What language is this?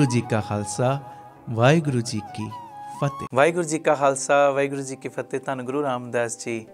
Punjabi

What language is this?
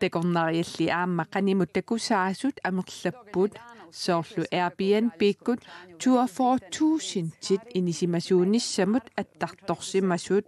Kalaallisut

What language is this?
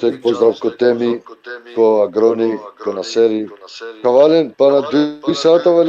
Balkan Romani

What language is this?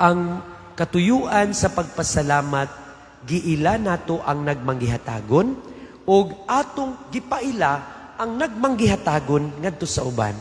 Cebuano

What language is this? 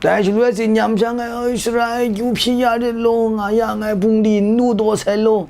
Kachin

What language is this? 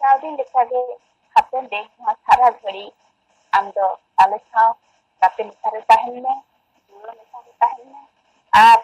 Santali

